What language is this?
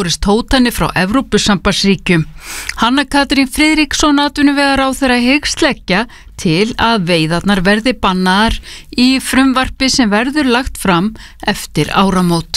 Icelandic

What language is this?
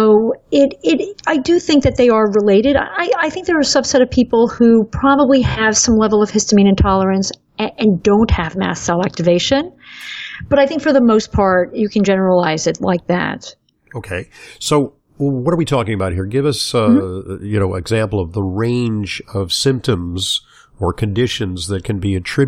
English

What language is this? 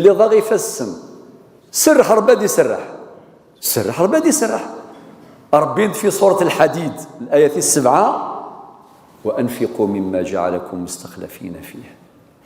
Kabyle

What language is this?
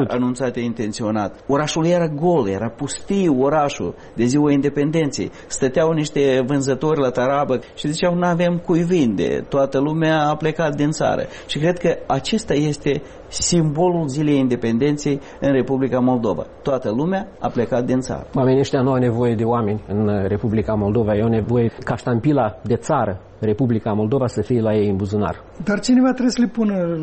Romanian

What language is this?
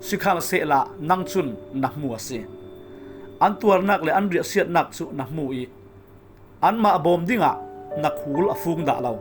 Falam Chin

